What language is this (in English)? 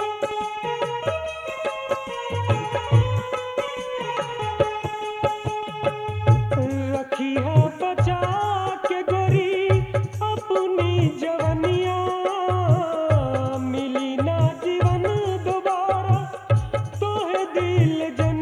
Bhojpuri